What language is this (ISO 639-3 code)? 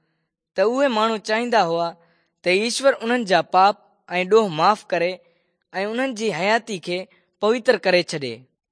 snd